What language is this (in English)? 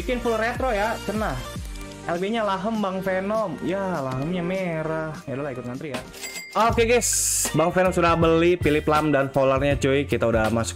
Indonesian